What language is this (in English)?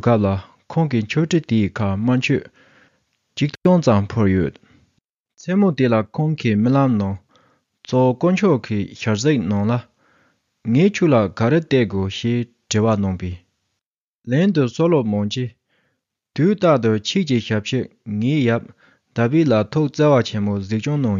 Tibetan